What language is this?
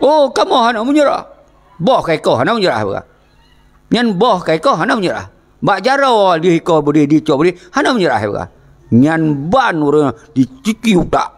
Achinese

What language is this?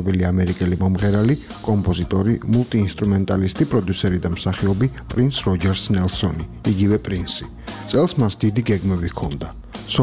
Georgian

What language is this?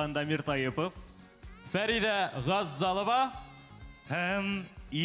Bashkir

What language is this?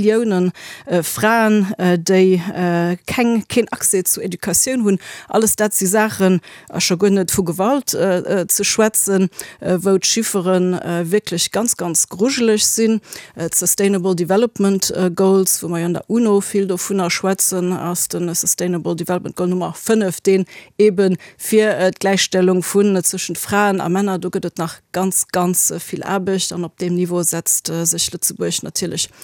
Luxembourgish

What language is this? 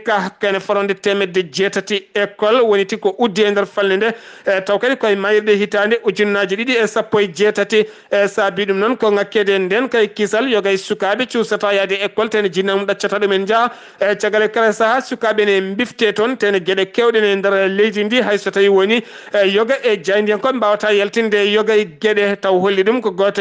Fula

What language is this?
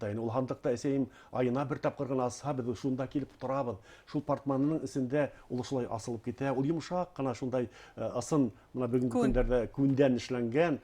Bashkir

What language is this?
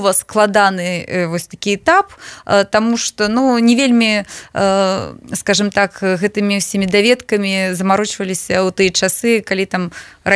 Belarusian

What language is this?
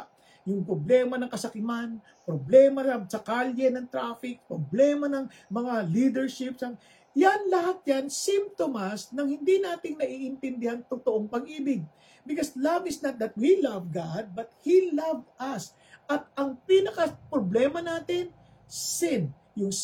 Filipino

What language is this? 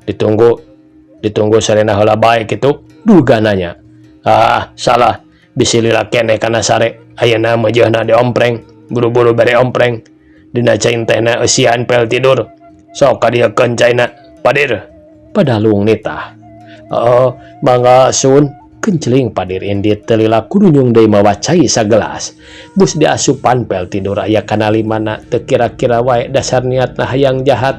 Sundanese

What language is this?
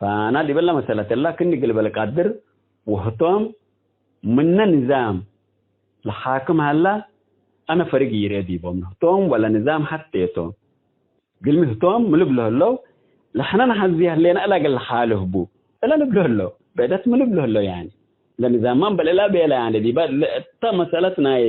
Tigre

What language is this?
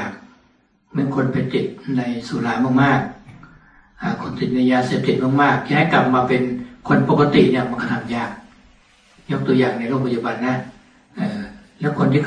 Thai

